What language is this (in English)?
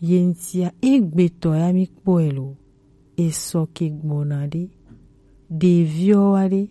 Gen